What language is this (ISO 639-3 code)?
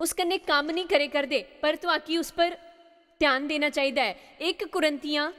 doi